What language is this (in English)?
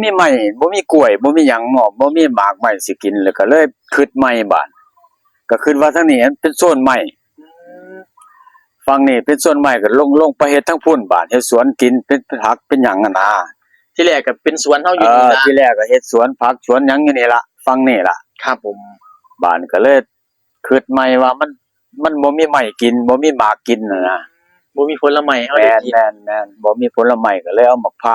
Northeastern Thai